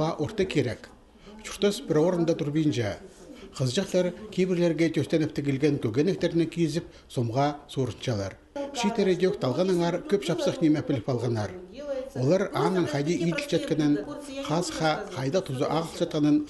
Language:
Khakas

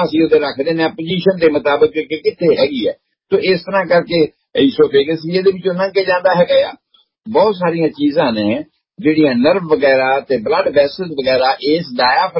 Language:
Punjabi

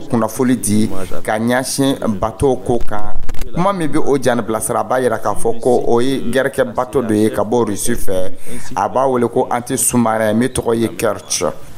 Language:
Dyula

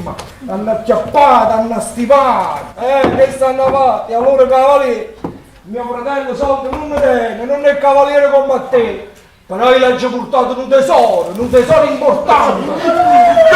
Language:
Neapolitan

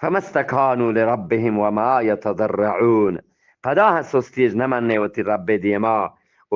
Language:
Eastern Balochi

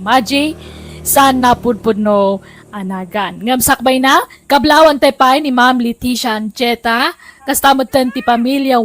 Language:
Iloko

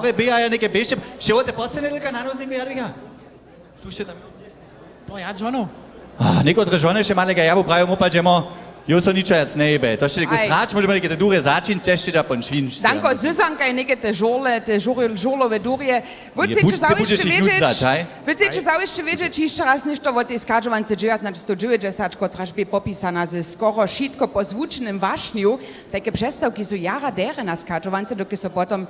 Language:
Upper Sorbian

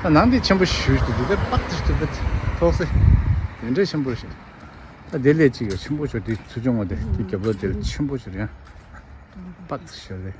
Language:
Tibetan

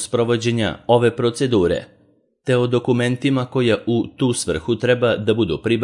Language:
Serbian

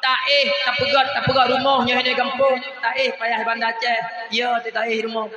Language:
Achinese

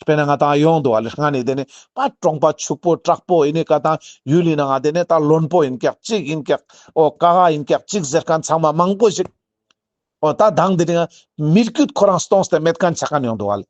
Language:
Ladakhi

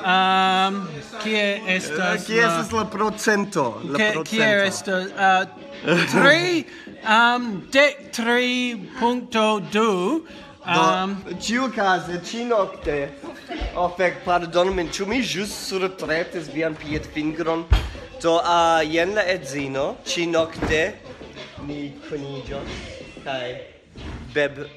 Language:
Esperanto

